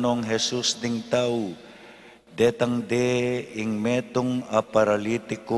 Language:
Pampanga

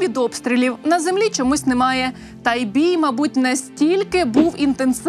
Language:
Ukrainian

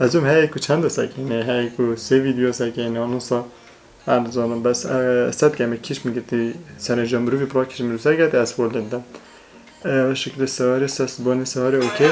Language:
Kurdish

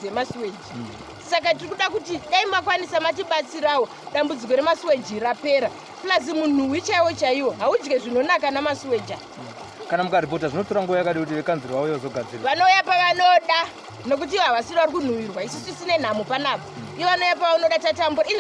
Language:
Shona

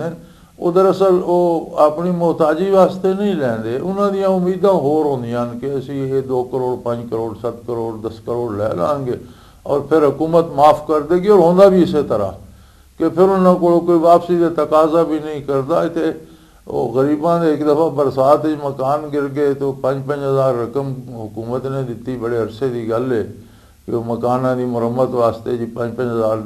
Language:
Western Panjabi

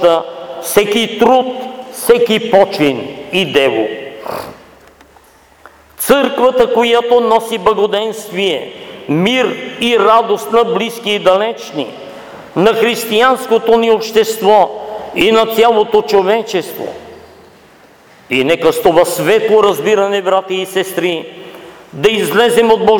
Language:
Bulgarian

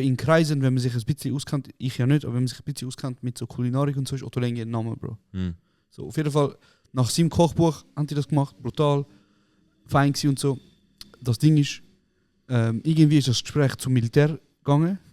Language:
Swiss German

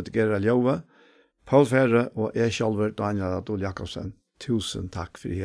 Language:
Faroese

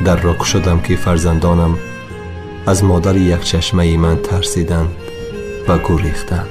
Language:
Tajik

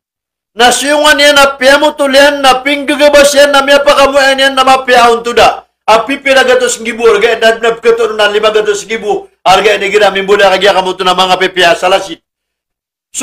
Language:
Maranao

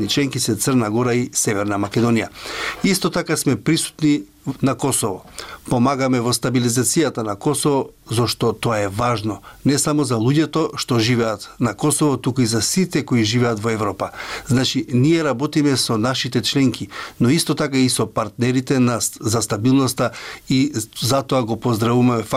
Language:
Macedonian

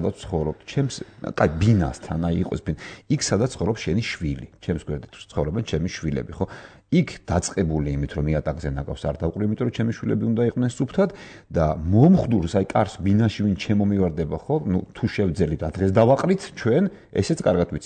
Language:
Georgian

